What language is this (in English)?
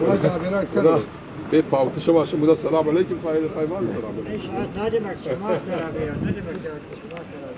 Zaza